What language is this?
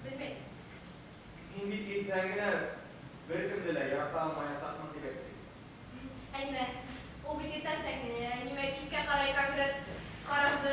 Bashkir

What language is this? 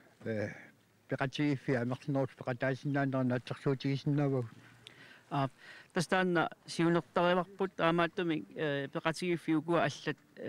Kalaallisut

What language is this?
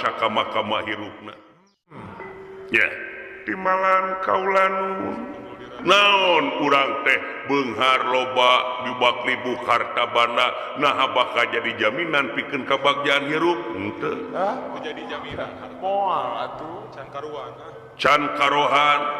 Sundanese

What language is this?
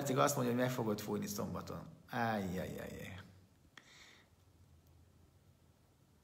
Hungarian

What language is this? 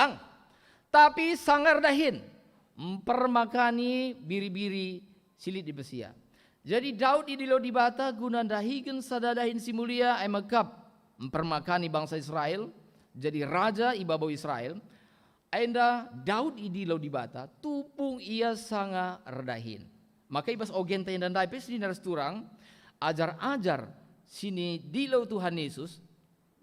Batak Karo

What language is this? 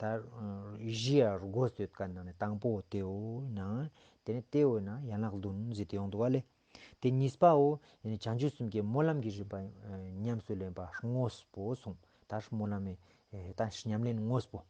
Ladakhi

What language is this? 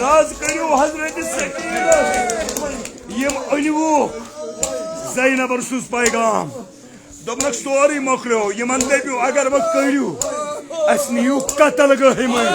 Kashmiri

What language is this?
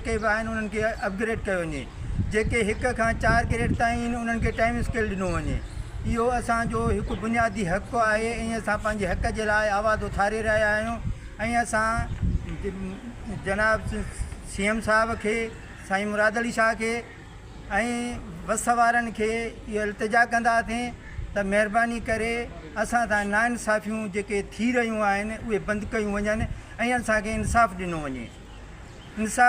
Sindhi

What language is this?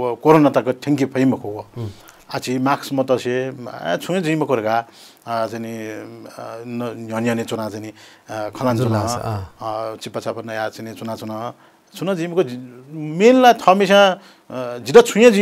Newari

